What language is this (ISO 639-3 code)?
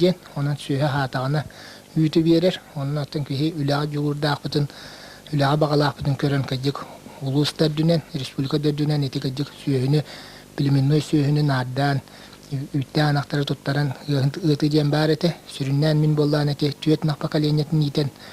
sah